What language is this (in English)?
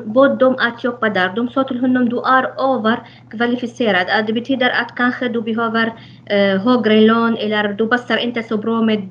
Swedish